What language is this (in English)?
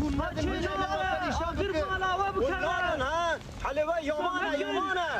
Kurdish